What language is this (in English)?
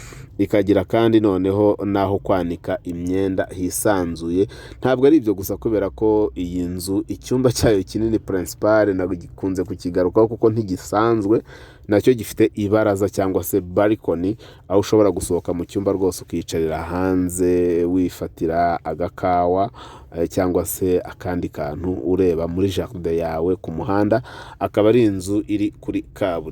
Kinyarwanda